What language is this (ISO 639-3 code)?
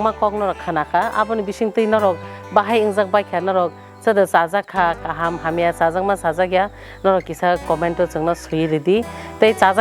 trp